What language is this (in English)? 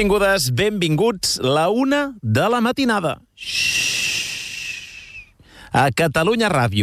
Catalan